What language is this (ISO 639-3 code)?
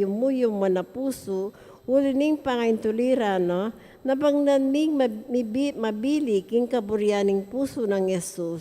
pam